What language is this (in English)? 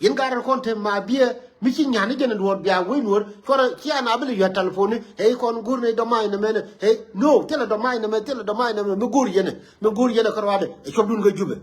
Nuer